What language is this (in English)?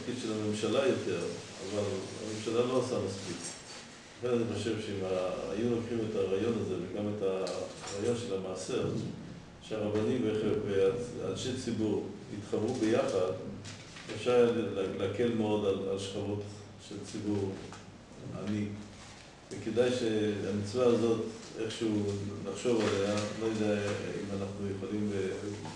Hebrew